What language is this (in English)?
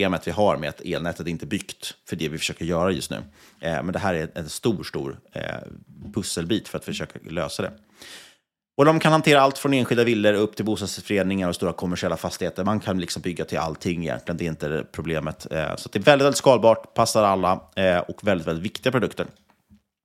Swedish